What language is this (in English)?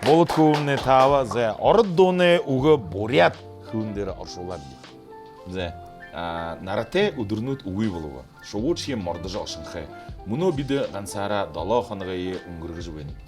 Buriat